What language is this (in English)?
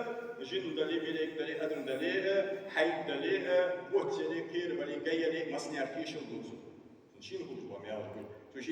Ingush